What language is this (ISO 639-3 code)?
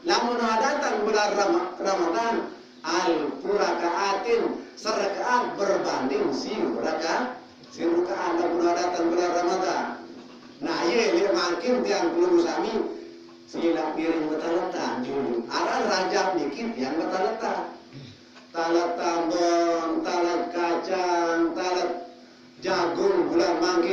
sas